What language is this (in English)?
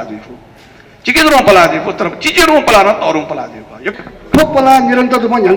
Newari